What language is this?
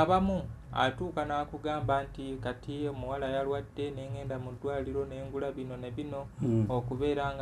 Ganda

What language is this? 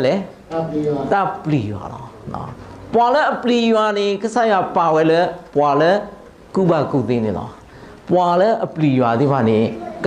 S'gaw Karen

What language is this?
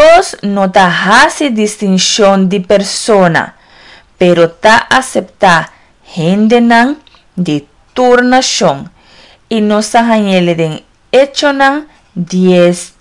Papiamento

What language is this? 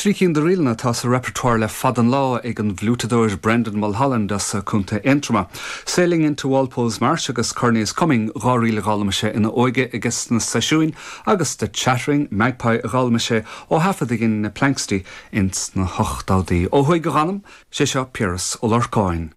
Irish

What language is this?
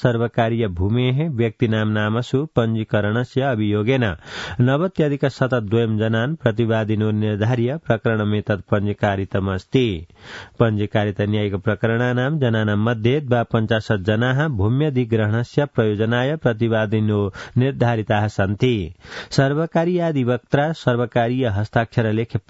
Sanskrit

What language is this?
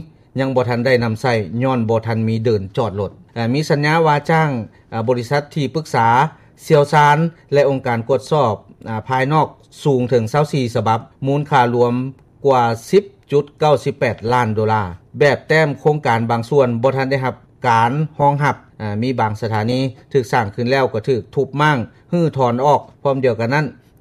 Lao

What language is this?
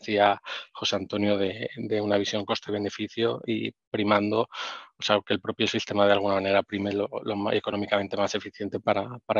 Spanish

